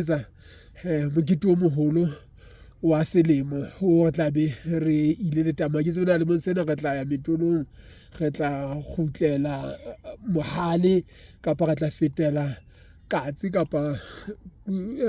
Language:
Southern Sotho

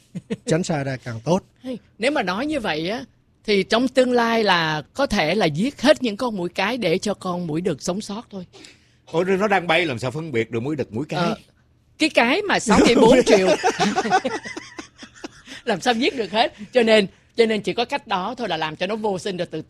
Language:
Vietnamese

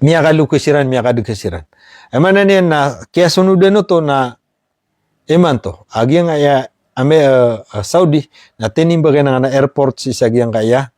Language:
Maranao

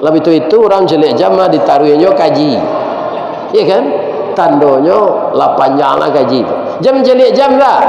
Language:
Minangkabau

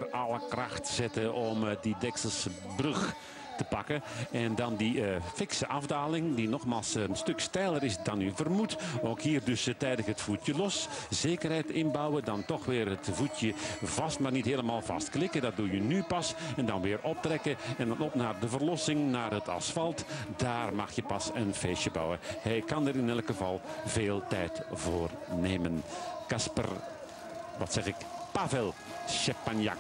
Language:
Dutch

